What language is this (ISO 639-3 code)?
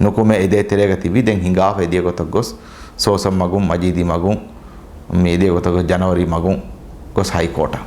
div